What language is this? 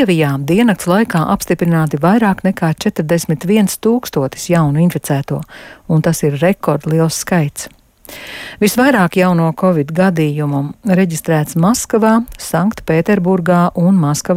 Latvian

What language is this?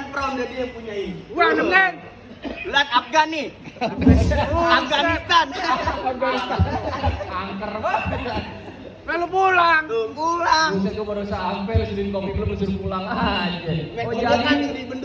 Betawi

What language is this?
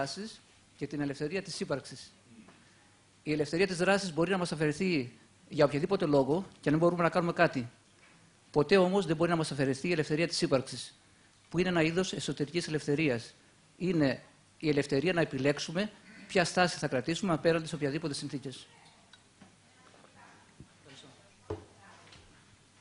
Greek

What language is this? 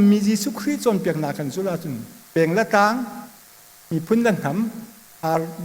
Hakha Chin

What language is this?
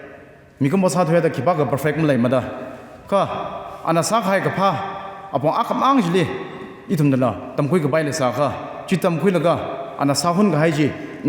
Tangkhul Naga (India)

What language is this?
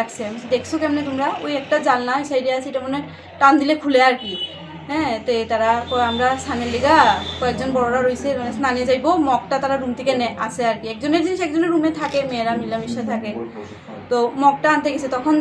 Riang (India)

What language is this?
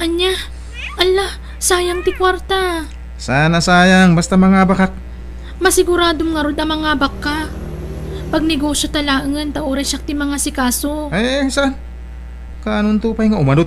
Iloko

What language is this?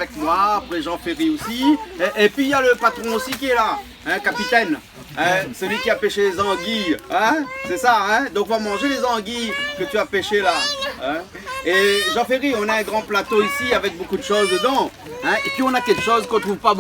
Réunion Creole French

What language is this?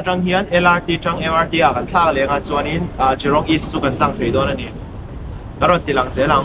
Mizo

